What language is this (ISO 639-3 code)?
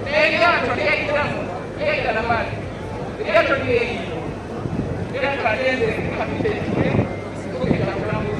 xog